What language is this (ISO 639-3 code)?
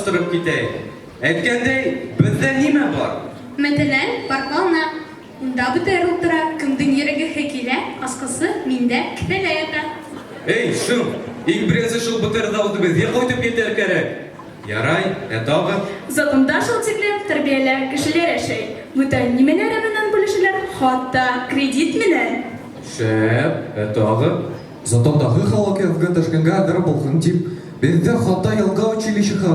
bak